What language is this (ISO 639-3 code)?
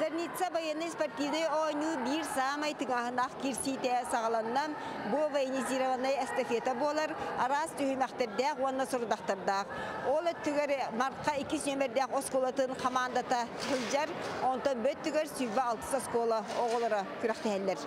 sah